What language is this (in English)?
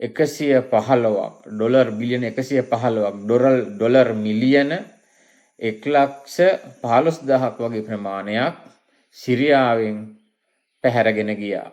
Sinhala